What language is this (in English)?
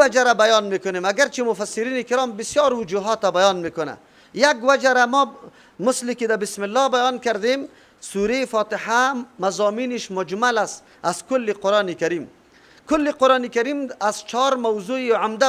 Persian